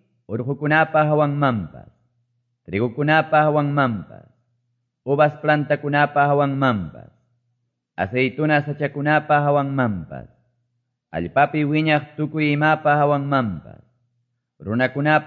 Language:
Quechua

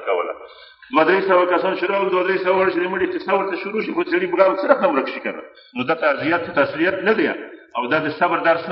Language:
Pashto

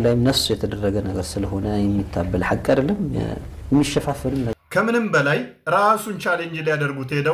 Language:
Amharic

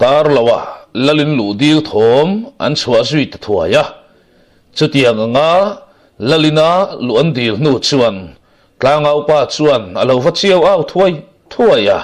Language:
Mizo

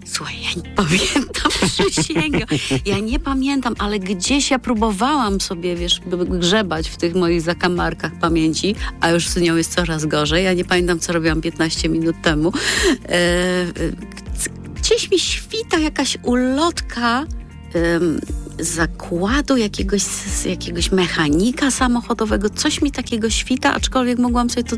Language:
Polish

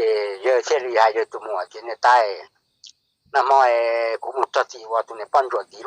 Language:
Hmong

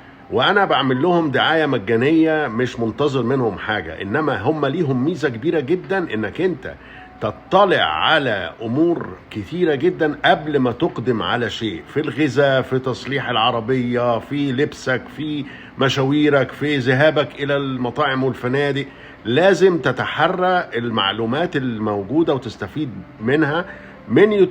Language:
Egyptian Arabic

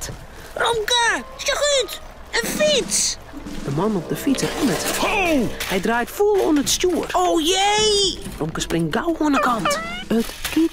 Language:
Western Frisian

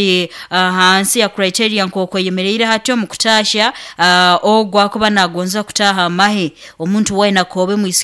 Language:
Nyoro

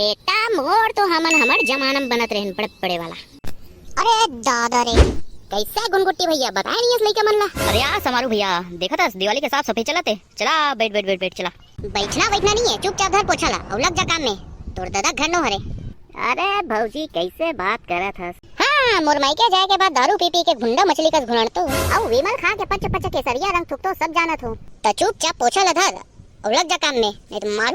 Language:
Chhattisgarhi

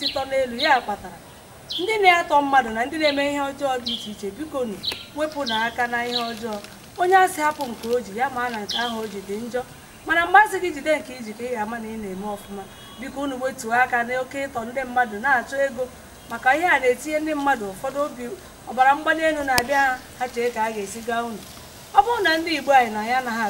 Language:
Igbo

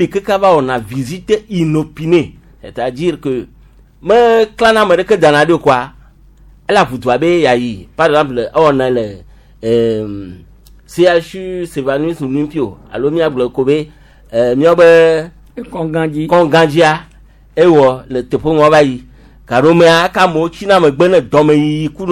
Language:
Gen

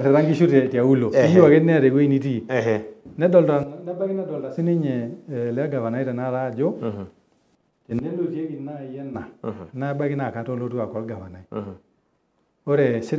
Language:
Masai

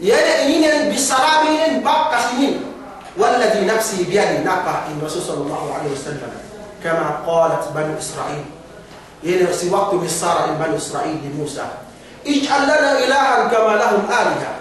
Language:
Yakan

